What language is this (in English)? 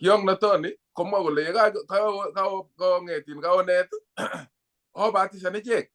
Kalenjin